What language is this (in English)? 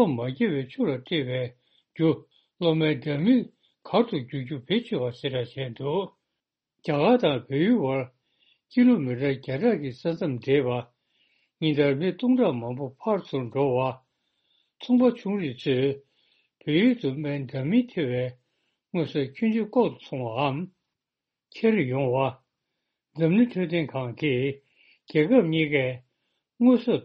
Tibetan